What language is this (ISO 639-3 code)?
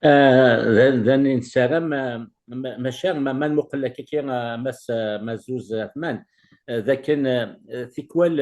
kab